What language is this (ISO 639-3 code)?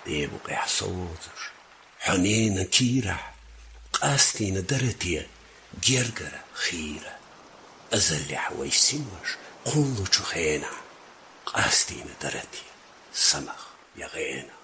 che